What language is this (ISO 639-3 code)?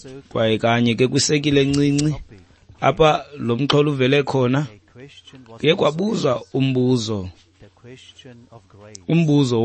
xho